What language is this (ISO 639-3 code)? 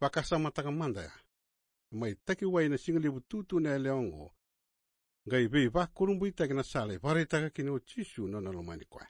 fij